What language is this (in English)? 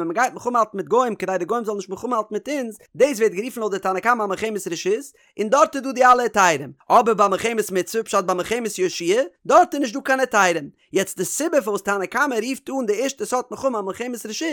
Yiddish